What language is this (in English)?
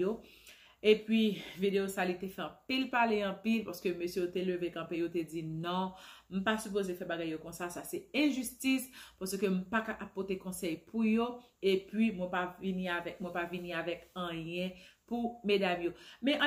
Haitian Creole